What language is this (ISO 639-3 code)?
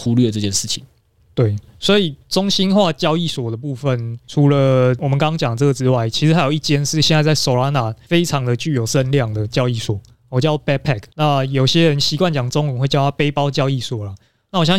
zho